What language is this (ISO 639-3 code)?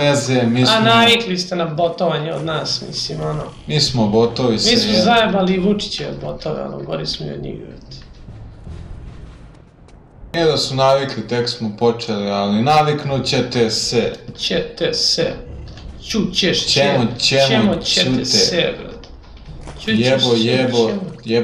srp